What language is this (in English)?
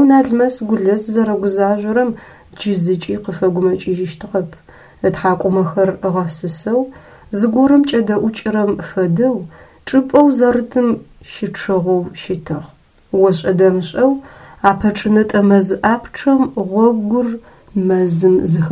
Adyghe